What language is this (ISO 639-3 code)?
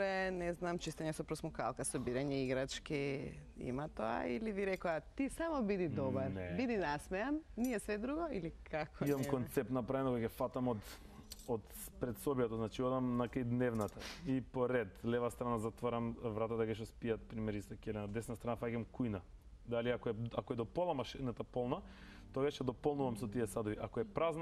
mkd